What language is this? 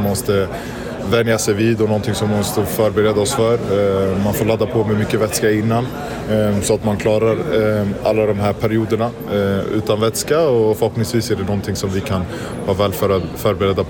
Swedish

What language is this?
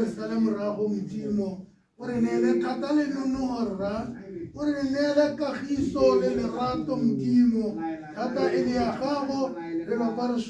Tswana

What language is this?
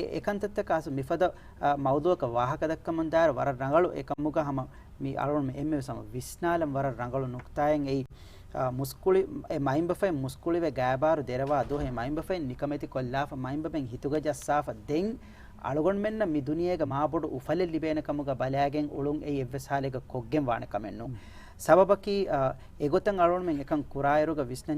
Divehi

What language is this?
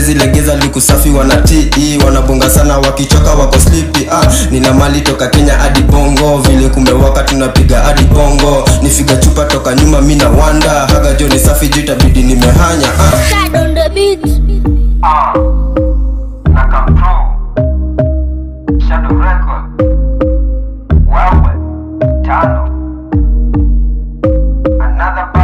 Swahili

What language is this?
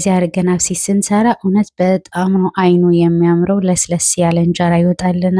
Amharic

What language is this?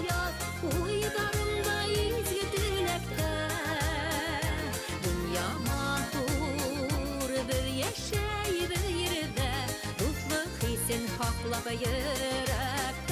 Bashkir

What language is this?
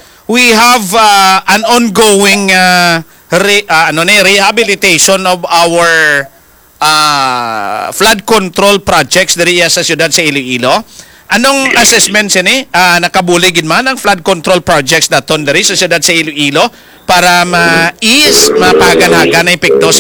Hiligaynon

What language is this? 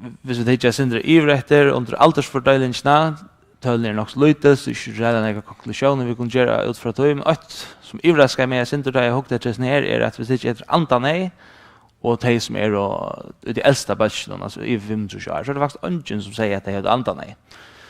Faroese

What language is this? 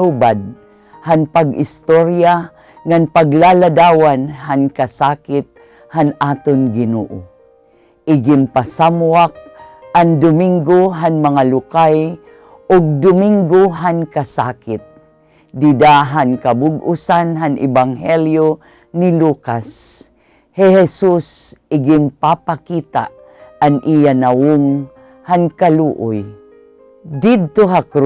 Waray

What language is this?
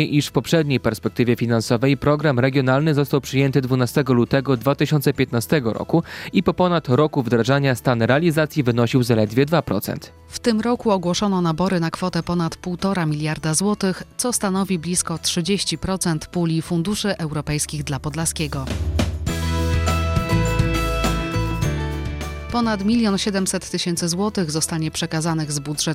Polish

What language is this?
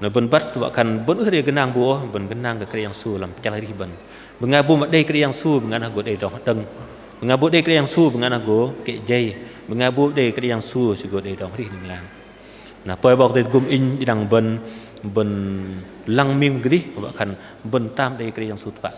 Bahnar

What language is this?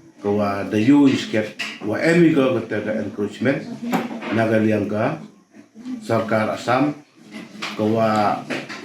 Pnar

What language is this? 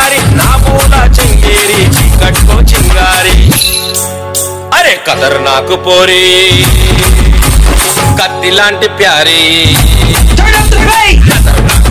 Telugu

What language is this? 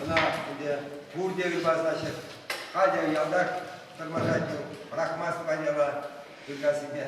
Chuvash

